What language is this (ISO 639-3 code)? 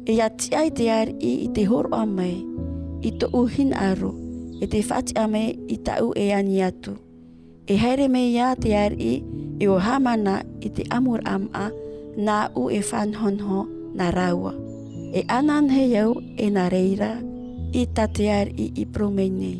tah